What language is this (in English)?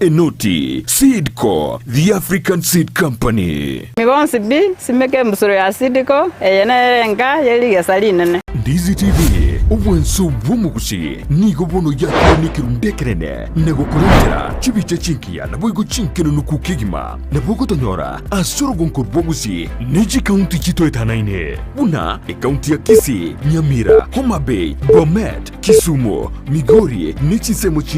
Gusii